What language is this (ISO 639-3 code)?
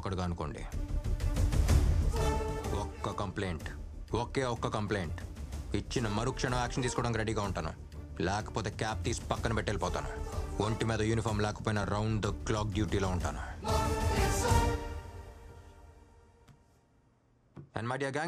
tel